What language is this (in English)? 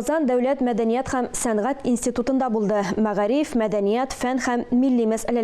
Tatar